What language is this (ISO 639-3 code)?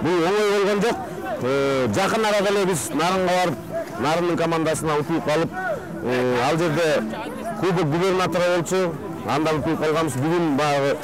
kir